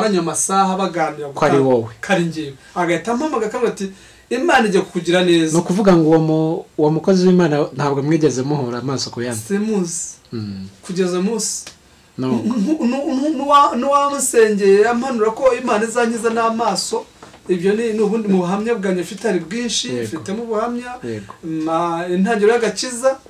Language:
Kinyarwanda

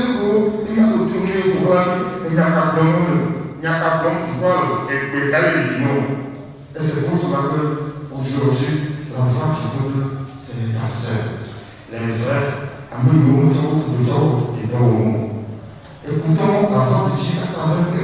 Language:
Ewe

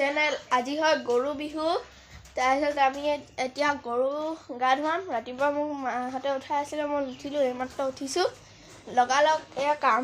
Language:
Assamese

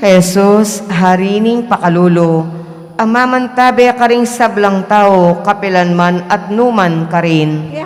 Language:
Pampanga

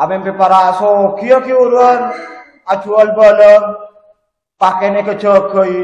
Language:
Madurese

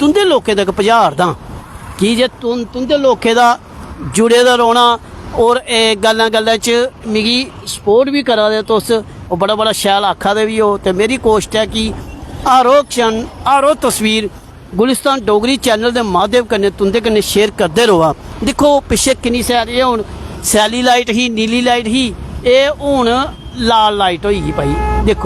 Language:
Dogri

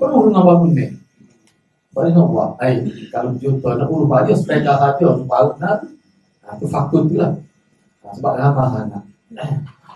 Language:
Malay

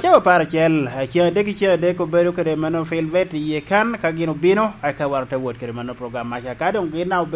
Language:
Lango (Uganda)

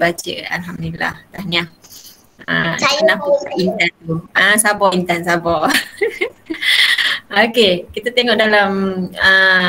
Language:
Malay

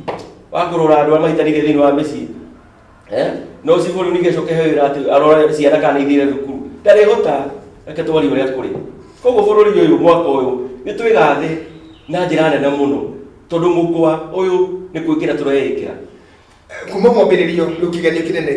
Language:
Kikuyu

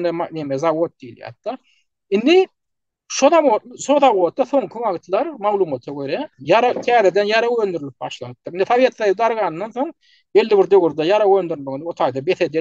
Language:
Turkmen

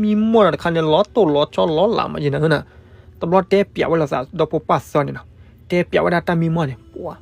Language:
S'gaw Karen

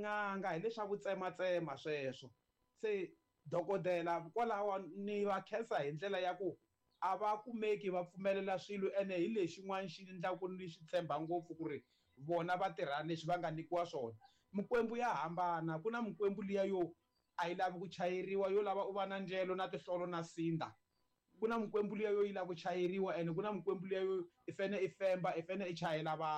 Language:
Tsonga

